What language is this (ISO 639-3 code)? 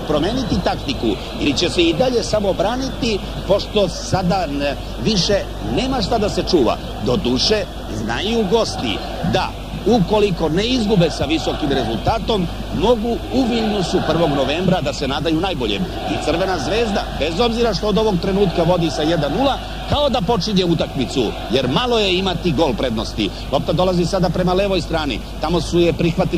srp